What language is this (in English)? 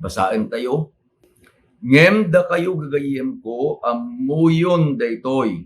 Iloko